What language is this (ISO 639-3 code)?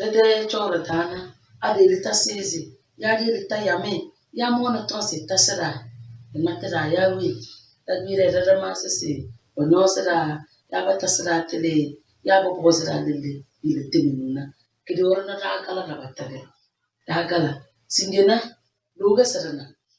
kdh